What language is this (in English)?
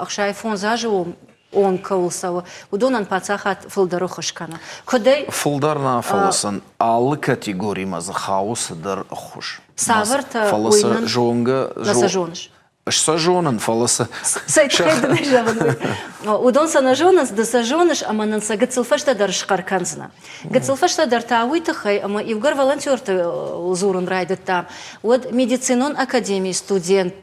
Ossetic